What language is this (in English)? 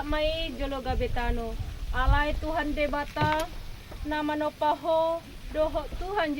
Batak Toba